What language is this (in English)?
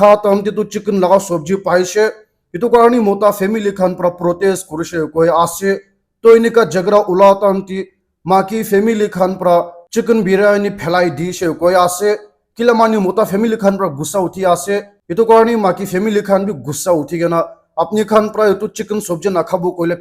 Naga Pidgin